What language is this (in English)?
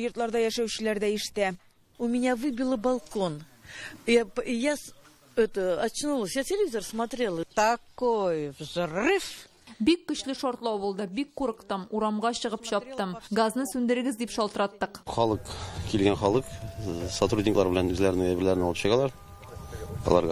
Tatar